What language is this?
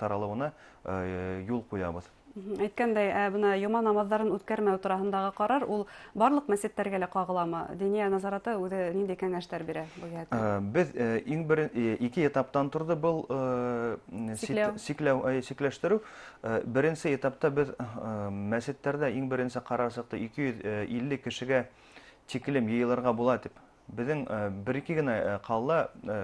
Bashkir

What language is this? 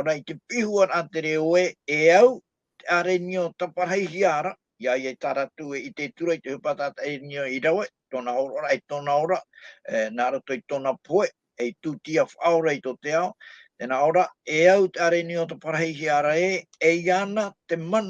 Tahitian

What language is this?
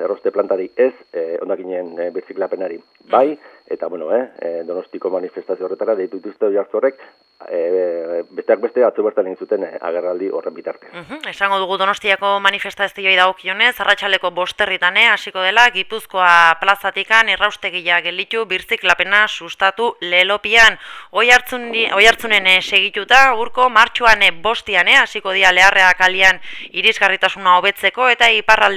Basque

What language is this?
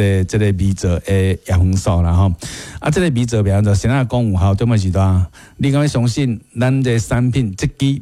Min Nan Chinese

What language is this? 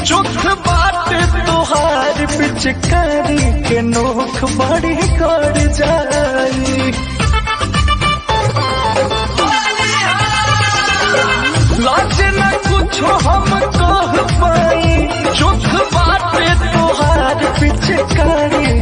Bhojpuri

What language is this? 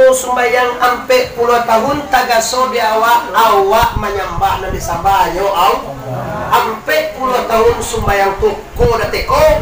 Minangkabau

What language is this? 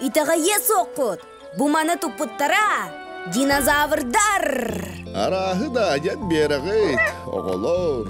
Yakut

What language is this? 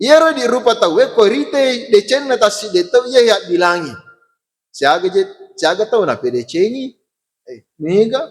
Buginese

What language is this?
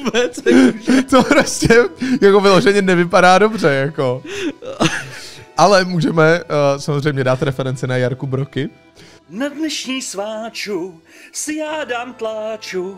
Czech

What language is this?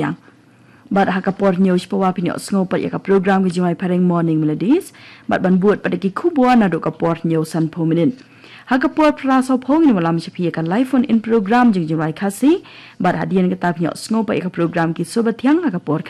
Khasi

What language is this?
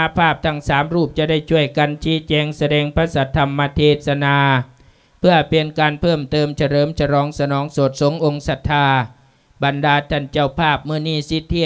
Lao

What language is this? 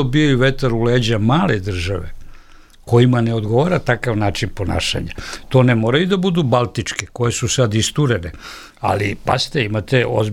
Serbian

